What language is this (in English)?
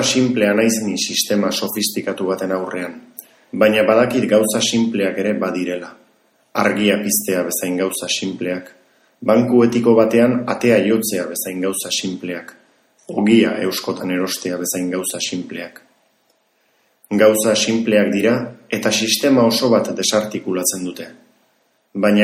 Basque